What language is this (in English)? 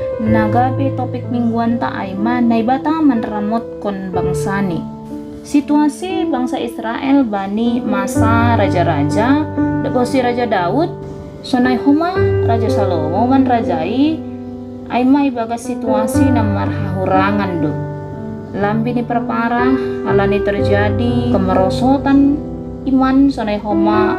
Batak Simalungun